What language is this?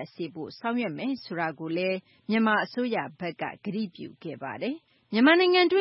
Burmese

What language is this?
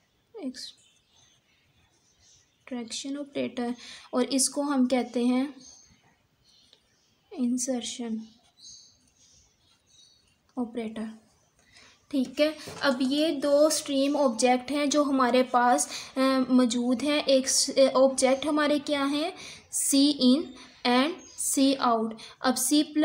Hindi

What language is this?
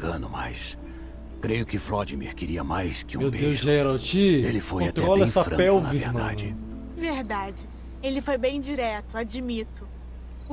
Portuguese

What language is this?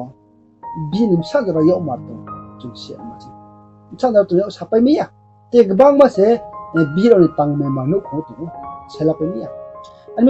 Riang (India)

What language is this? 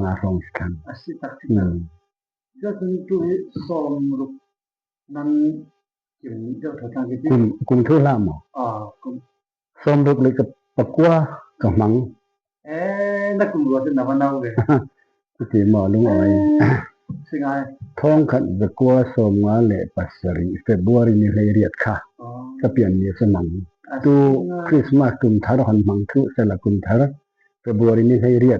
Falam Chin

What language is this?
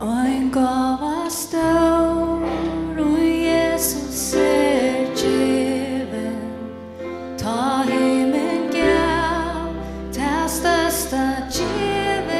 Faroese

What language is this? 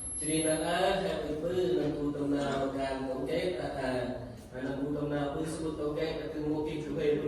Central Mnong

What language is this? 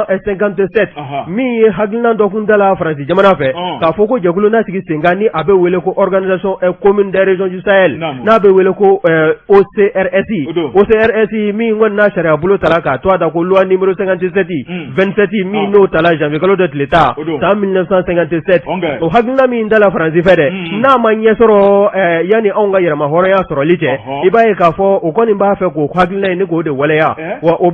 Bambara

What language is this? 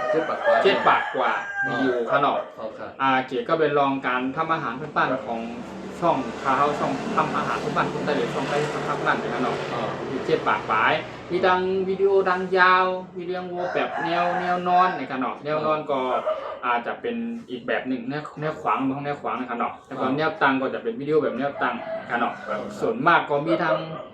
Shan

